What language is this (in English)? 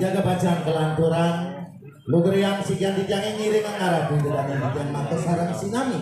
Balinese